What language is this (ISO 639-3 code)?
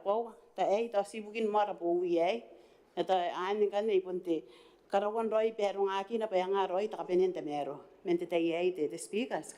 gil